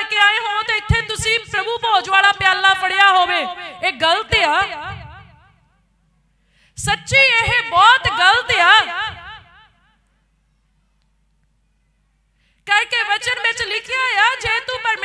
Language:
Punjabi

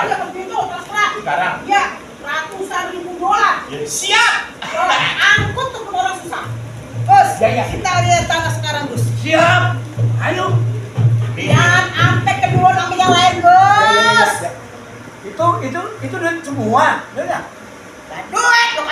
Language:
Betawi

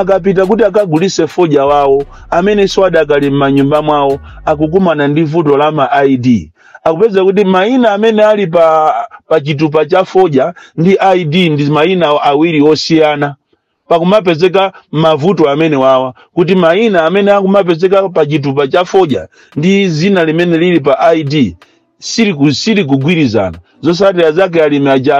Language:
Nyanja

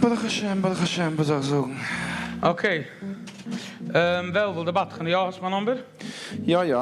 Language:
Yiddish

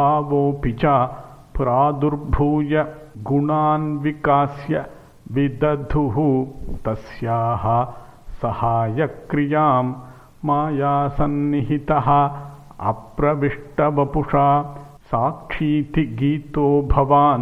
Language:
Sanskrit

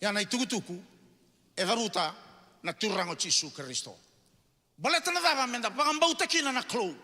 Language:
Fijian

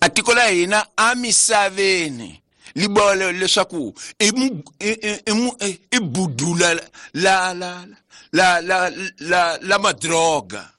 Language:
Tsonga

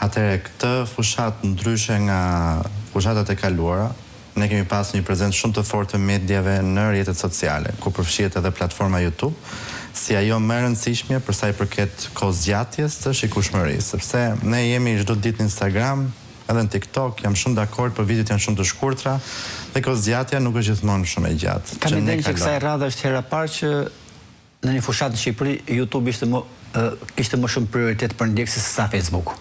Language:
Albanian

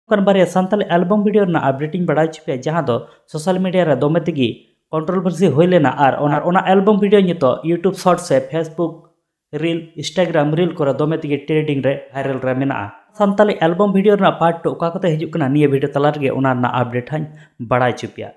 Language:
Santali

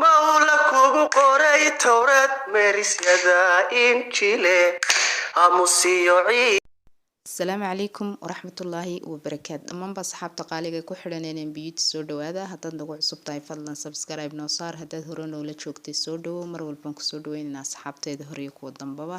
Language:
Somali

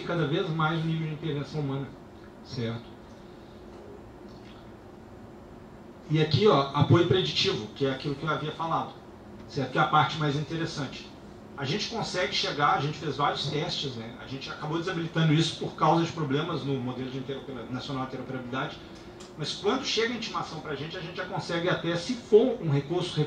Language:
Portuguese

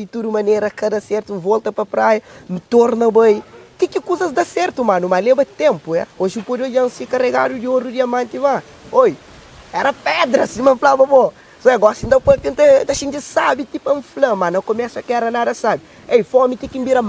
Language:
Kabuverdianu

